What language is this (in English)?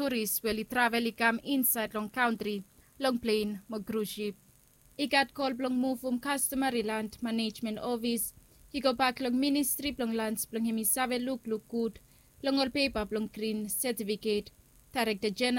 Bislama